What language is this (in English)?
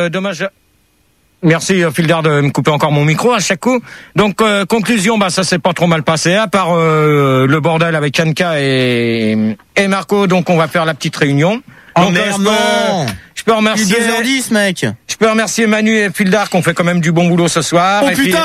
French